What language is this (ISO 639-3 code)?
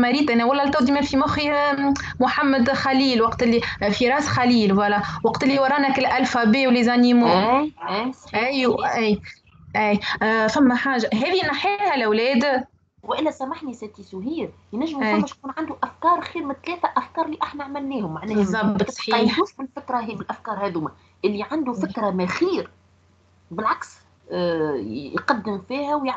aeb